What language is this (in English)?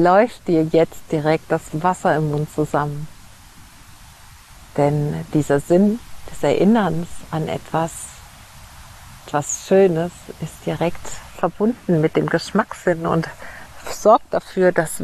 German